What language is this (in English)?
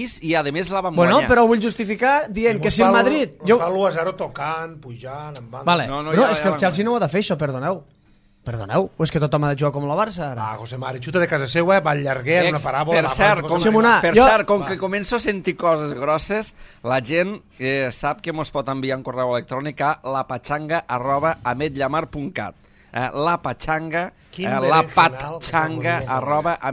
Catalan